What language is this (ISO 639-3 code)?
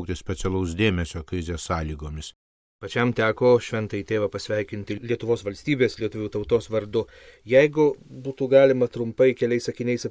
lit